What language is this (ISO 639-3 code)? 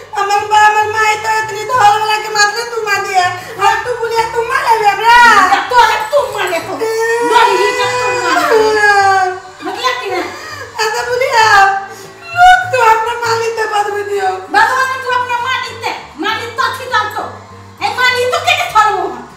mai